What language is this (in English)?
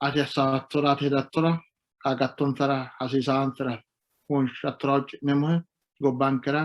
Sidamo